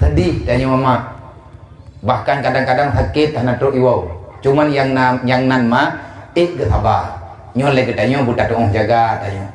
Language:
Achinese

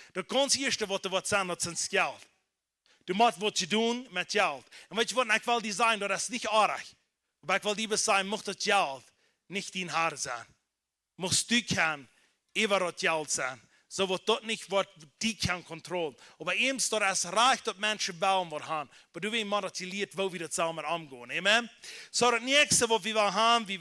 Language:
Plautdietsch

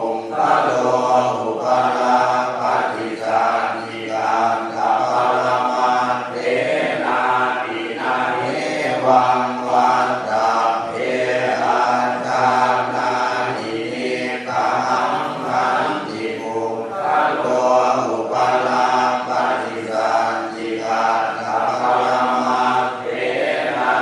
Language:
Pali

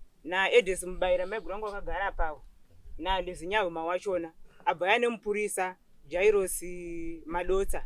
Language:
Shona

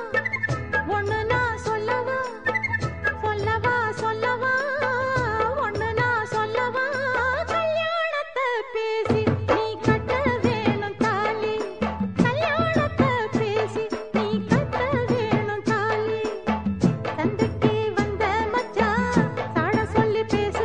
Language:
Tamil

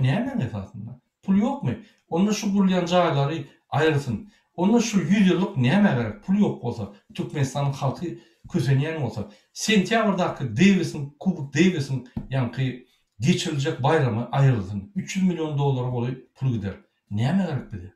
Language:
Turkmen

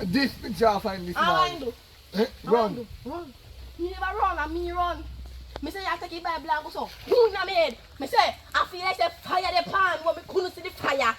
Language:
Jamaican Creole English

